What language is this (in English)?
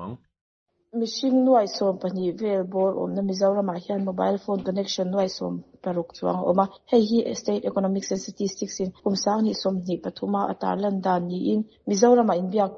Mizo